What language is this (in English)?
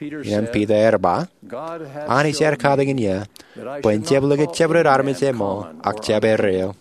Marshallese